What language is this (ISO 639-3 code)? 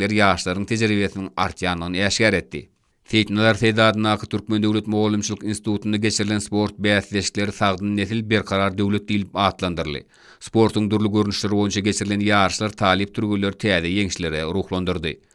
tuk